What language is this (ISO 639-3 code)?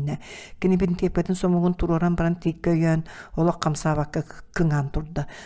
sah